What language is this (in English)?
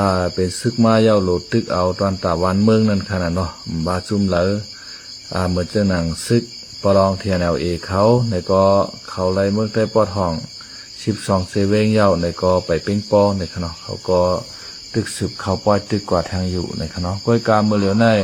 Shan